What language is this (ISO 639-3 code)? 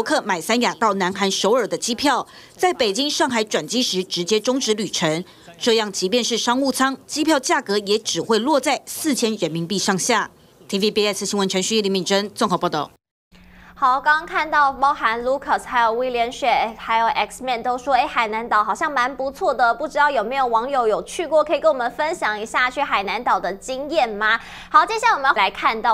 zho